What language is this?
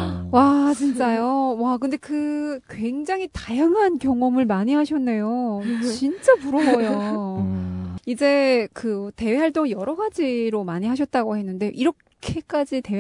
Korean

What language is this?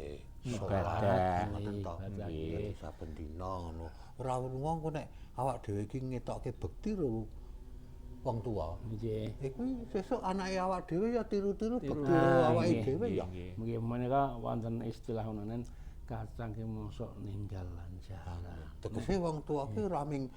Javanese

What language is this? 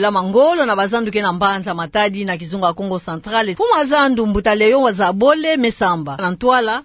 Kituba (Democratic Republic of Congo)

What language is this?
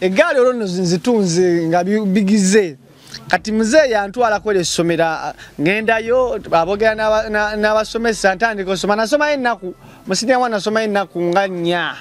Ganda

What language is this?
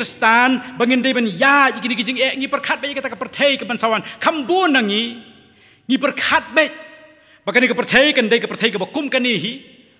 Khasi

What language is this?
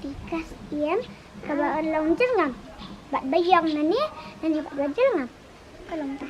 Khasi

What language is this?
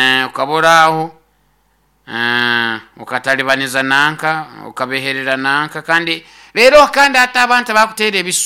Nyoro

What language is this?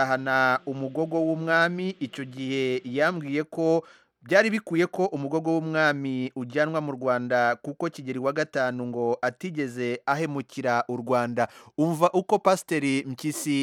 Kinyarwanda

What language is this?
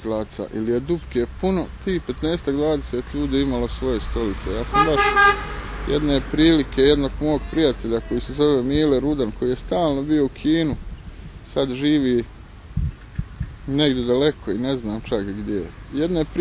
Croatian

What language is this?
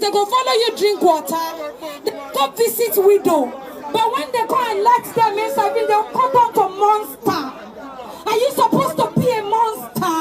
Nigerian Pidgin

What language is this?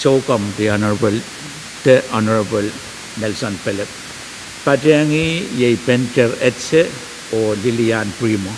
Pohnpeian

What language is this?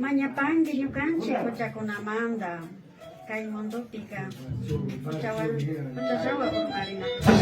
Imbabura Highland Quichua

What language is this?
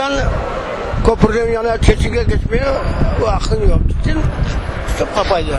Crimean Tatar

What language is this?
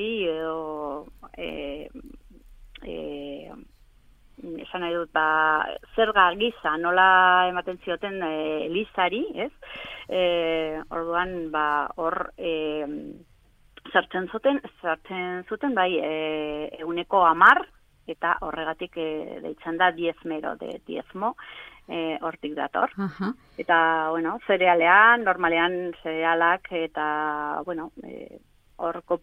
Basque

